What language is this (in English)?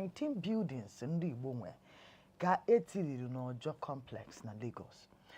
Igbo